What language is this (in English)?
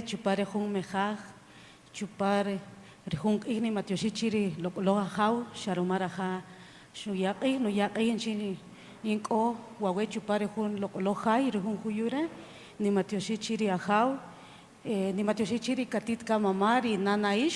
Kaqchikel